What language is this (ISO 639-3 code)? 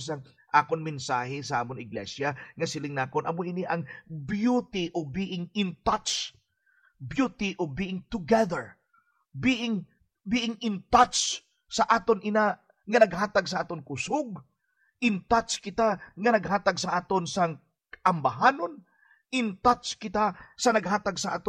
hil